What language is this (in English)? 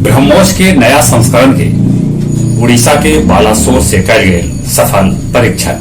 Magahi